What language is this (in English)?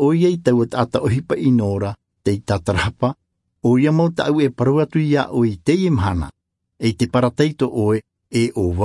Tahitian